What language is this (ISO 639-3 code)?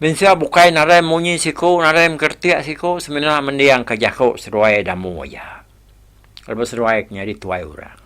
iba